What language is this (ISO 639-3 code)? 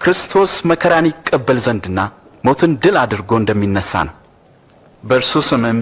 amh